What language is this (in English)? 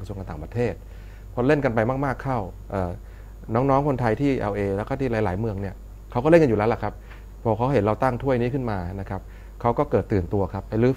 Thai